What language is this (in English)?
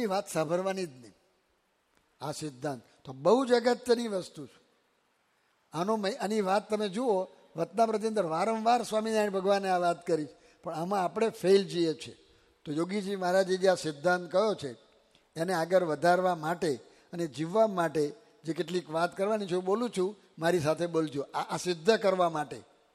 Gujarati